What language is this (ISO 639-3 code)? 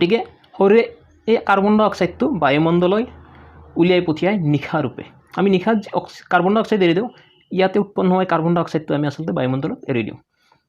asm